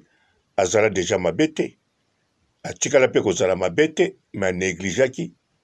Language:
Lingala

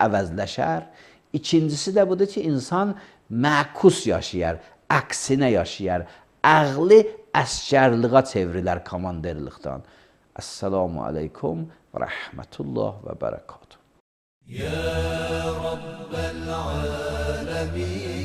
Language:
Azerbaijani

